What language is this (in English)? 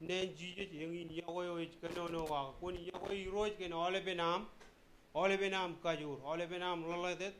Marshallese